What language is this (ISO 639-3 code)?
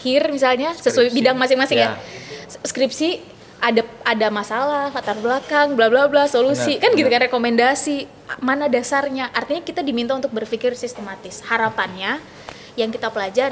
ind